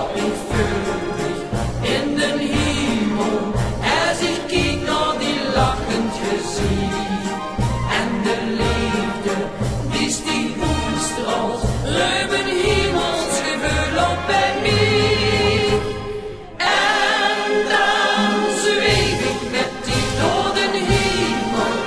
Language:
Limburgish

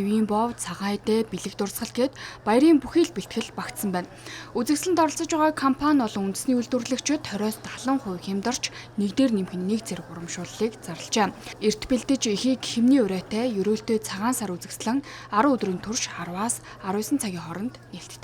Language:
Mongolian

